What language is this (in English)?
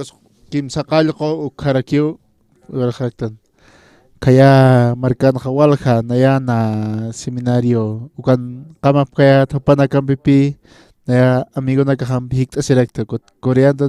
Aymara